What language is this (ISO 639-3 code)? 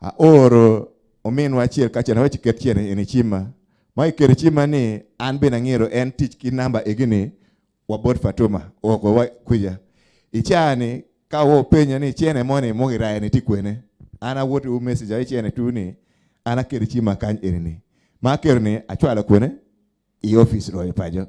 ach